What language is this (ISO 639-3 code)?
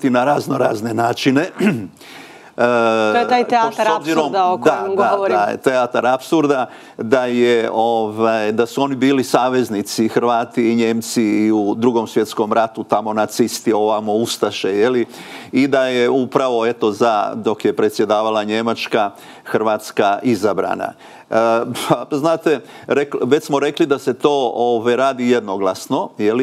srp